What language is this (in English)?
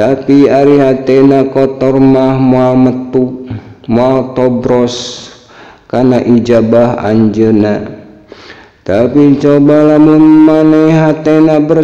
Sundanese